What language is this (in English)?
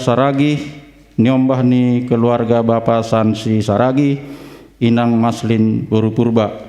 Batak Simalungun